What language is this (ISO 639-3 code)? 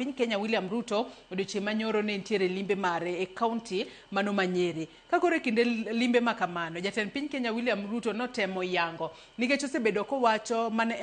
luo